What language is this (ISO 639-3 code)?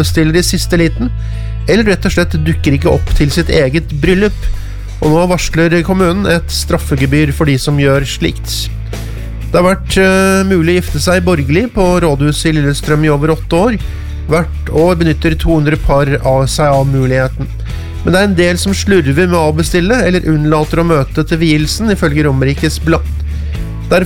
nor